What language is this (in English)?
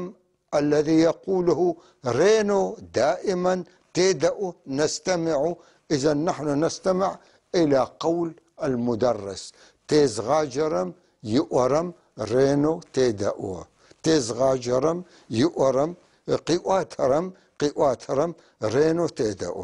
North Levantine Arabic